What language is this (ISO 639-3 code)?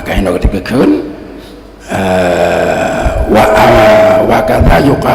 ace